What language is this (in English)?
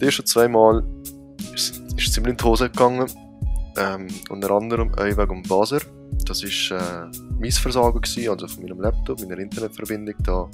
Swiss German